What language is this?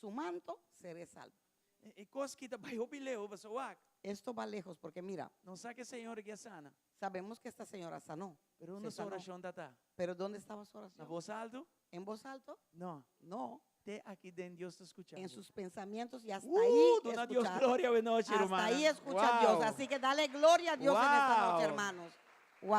Papiamento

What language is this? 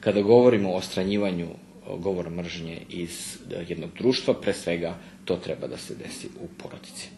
Rusyn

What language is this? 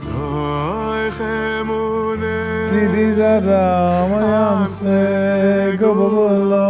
Yiddish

